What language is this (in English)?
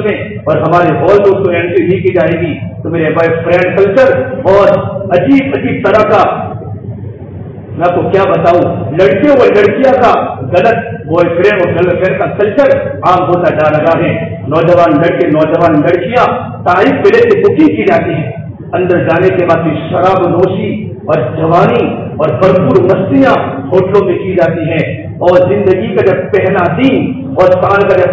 Urdu